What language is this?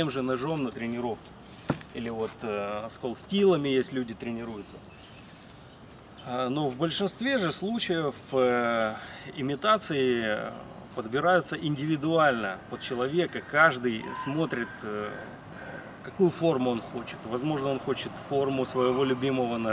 Russian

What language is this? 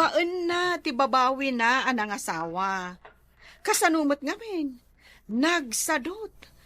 Iloko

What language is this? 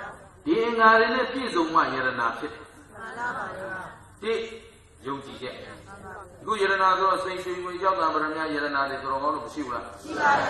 Burmese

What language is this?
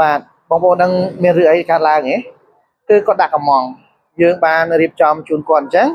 Khmer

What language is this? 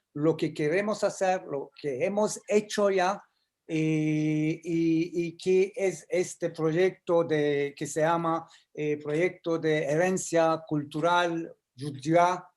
Ladino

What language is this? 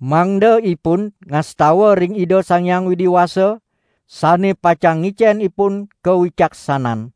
Balinese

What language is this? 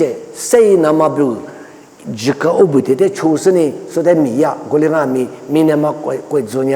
Lisu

